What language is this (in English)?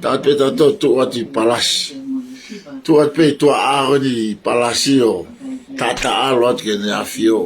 Tongan